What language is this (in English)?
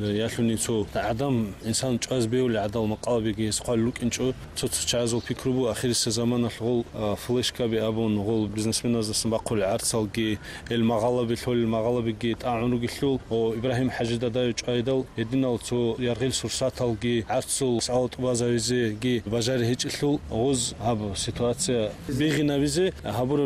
Avaric